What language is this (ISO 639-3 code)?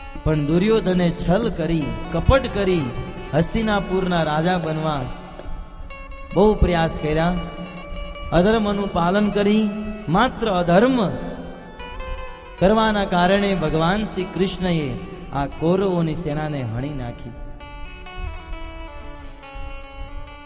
guj